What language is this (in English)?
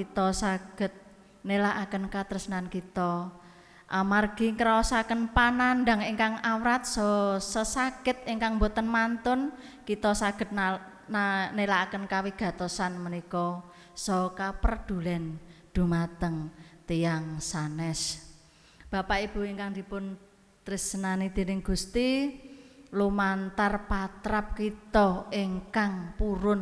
Javanese